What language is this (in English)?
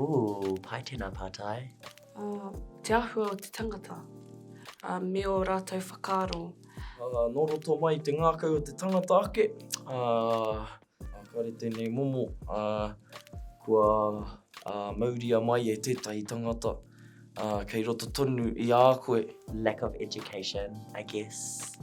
Māori